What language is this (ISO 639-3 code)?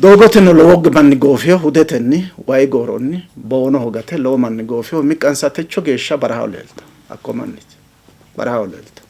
sid